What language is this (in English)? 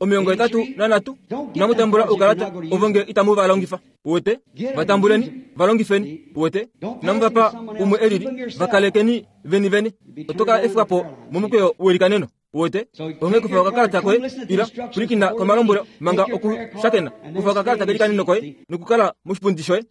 Kuanyama